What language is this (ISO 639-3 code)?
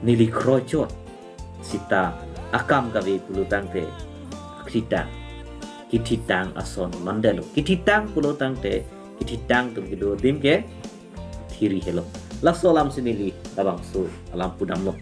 mjw